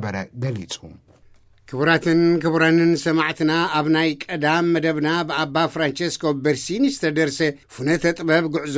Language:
Tigrinya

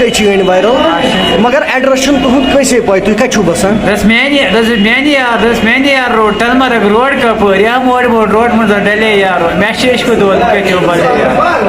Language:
Kashmiri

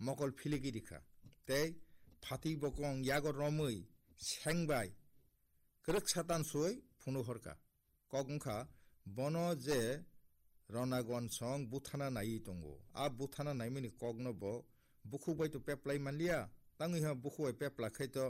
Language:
Kok Borok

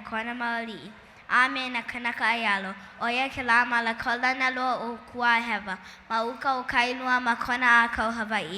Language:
Hawaiian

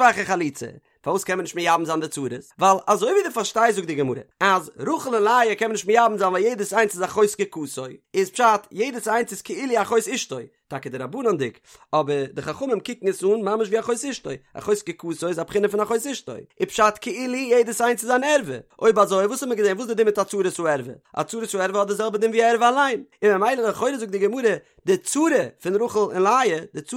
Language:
Yiddish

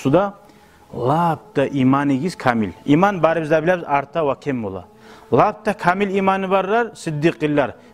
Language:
Kumyk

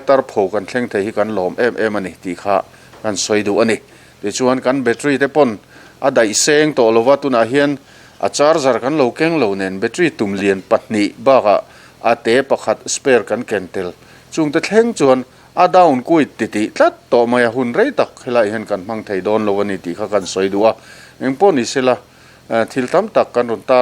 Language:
Mizo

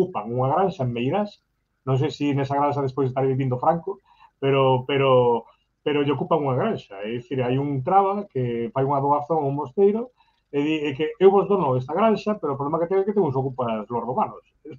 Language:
Galician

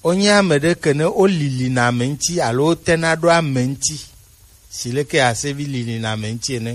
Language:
Gen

